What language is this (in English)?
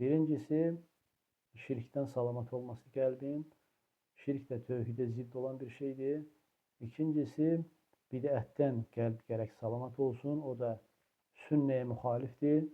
Azerbaijani